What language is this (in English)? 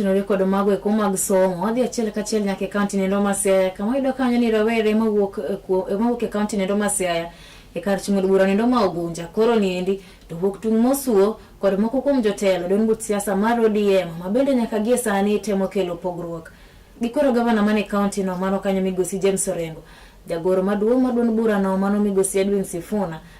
Luo (Kenya and Tanzania)